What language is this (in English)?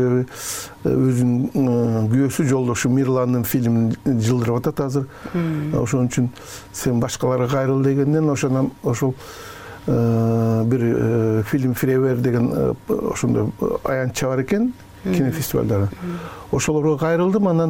Kyrgyz